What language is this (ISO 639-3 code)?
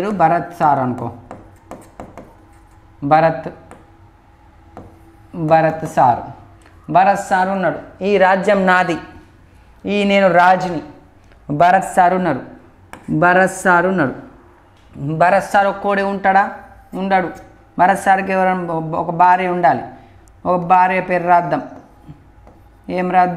tel